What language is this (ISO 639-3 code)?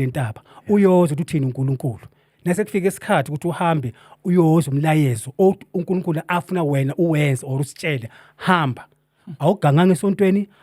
zul